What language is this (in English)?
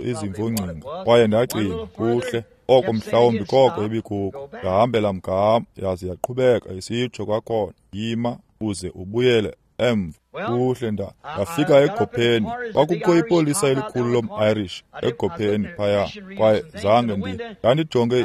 Xhosa